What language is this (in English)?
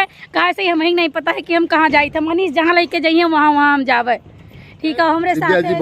Awadhi